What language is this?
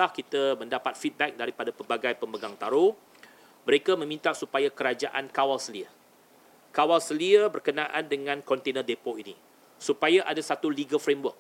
Malay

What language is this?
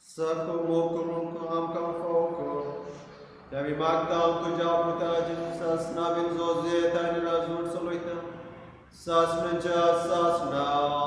Konkani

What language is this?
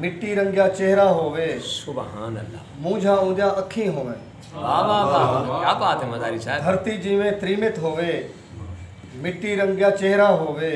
Saraiki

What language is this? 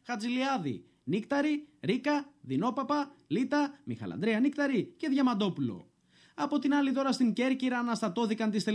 Greek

